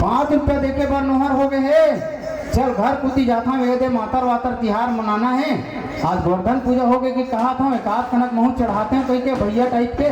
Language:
Chhattisgarhi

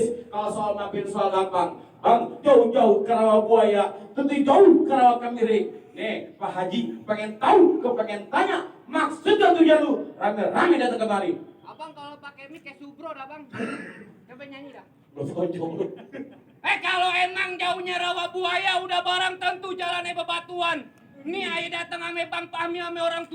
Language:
Betawi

